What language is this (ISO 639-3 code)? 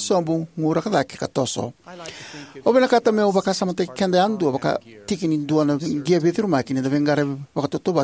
fij